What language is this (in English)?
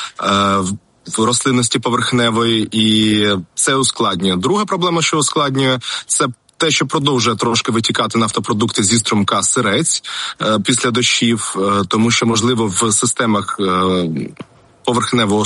Ukrainian